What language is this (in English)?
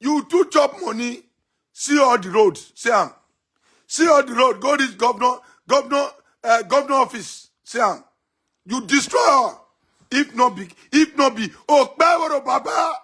Nigerian Pidgin